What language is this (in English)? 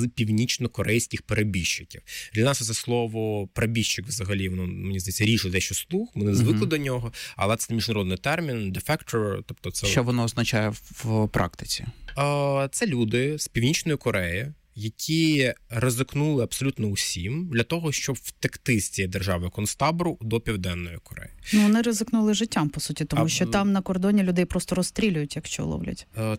Ukrainian